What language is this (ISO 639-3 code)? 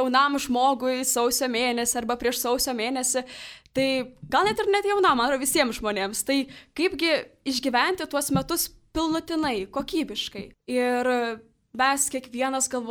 lit